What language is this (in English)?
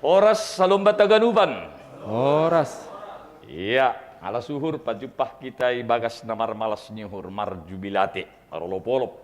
Batak Simalungun